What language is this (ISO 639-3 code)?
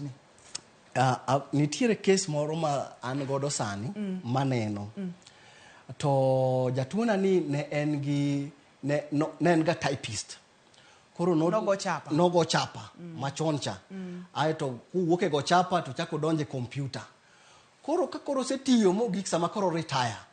luo